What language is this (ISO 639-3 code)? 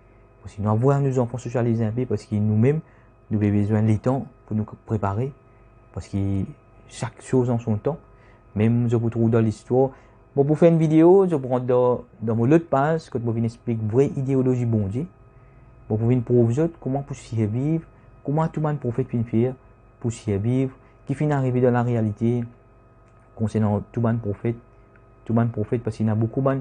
mfe